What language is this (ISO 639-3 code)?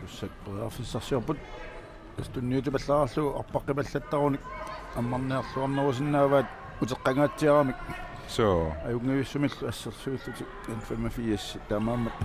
kal